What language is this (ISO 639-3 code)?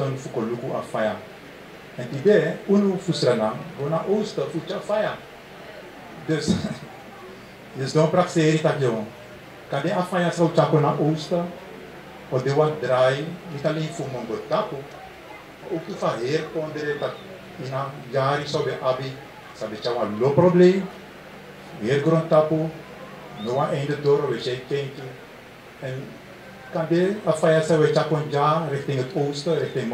nld